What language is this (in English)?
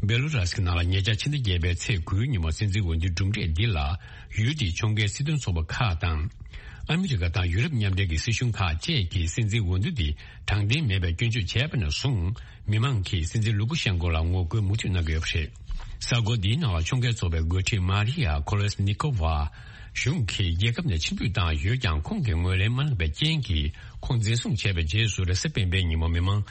Tibetan